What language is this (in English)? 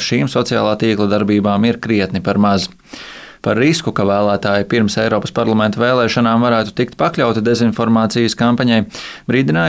Latvian